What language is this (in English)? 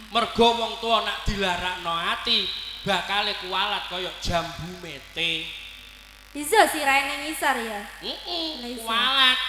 Javanese